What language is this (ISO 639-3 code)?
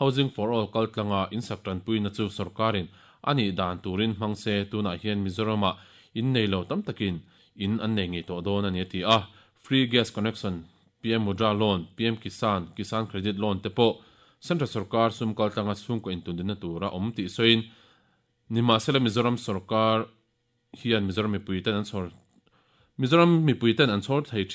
lus